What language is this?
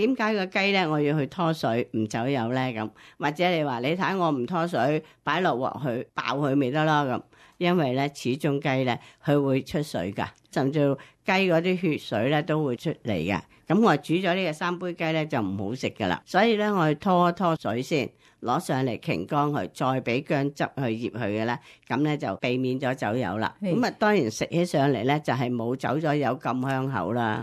Cantonese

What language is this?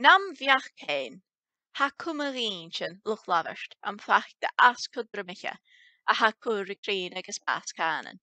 Scottish Gaelic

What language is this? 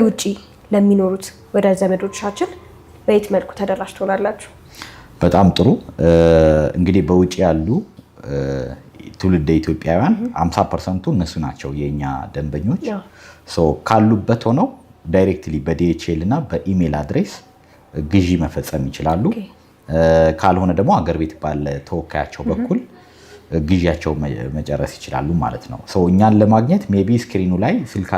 Amharic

